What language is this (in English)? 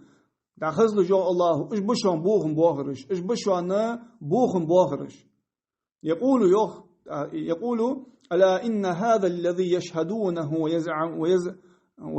Ingush